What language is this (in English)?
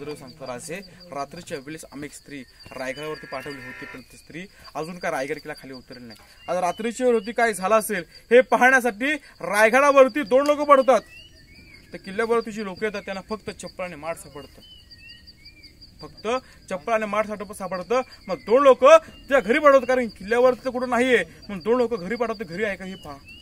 Marathi